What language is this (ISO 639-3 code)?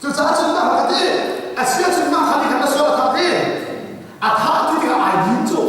cnh